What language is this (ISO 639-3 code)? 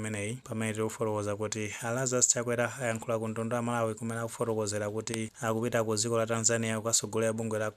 nya